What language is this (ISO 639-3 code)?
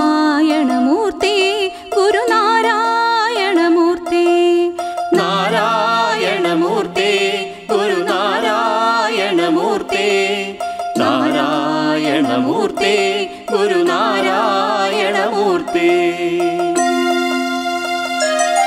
mal